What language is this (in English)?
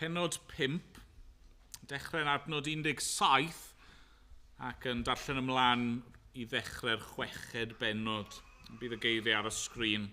Welsh